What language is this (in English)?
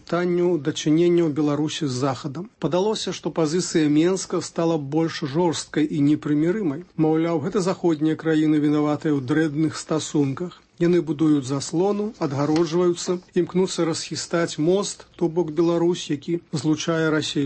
Belarusian